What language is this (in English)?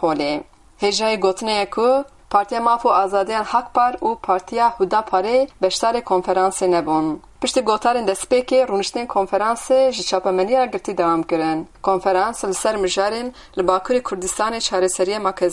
Kurdish